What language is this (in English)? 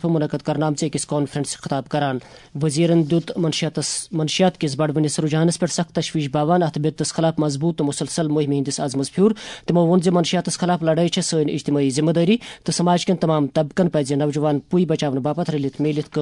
Kashmiri